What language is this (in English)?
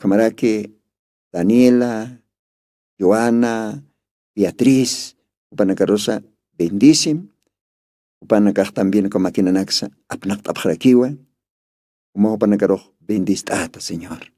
Aymara